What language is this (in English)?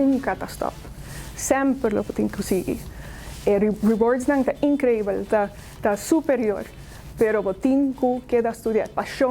Papiamento